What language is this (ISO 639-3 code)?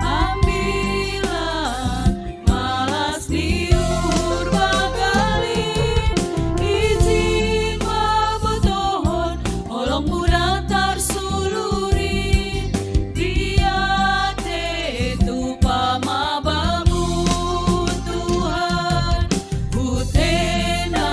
bts